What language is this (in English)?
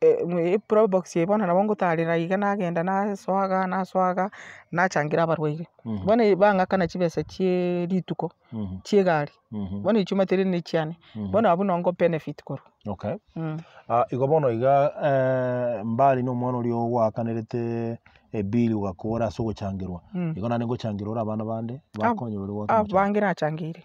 Gusii